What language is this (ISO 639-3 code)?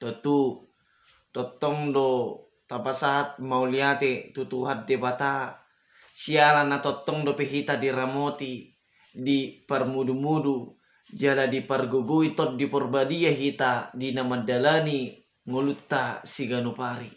bbc